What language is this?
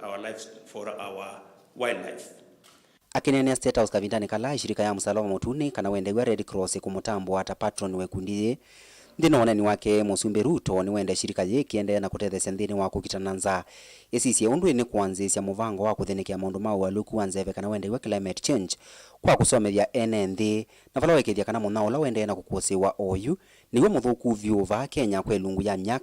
Kamba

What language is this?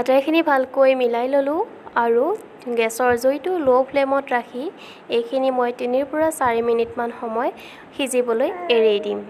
Assamese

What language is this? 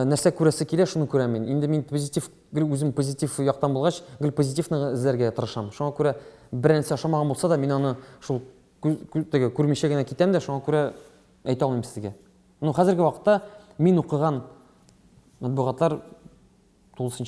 Tatar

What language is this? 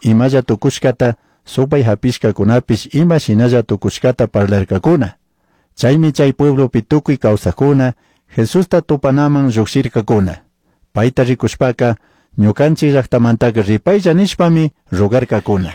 Chimborazo Highland Quichua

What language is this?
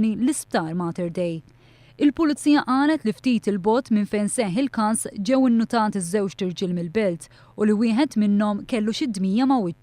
Maltese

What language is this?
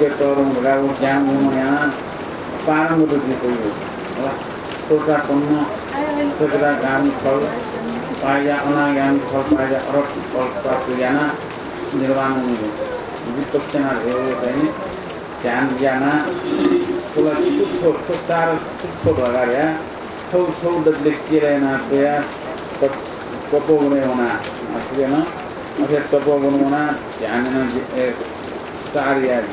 Newari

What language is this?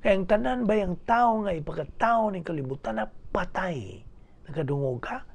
Cebuano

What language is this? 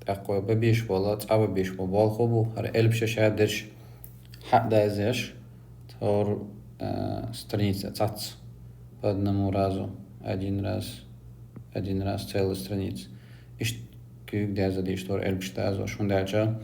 Chechen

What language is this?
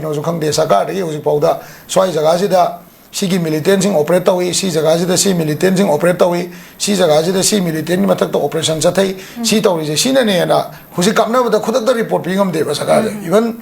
Manipuri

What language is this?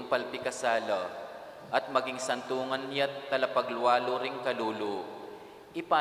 Pampanga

